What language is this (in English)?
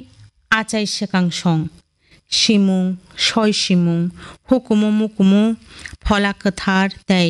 Kok Borok